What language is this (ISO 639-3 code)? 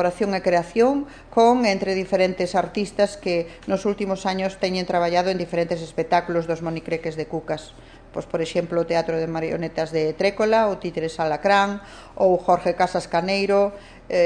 glg